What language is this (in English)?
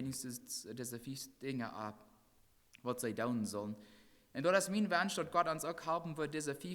Plautdietsch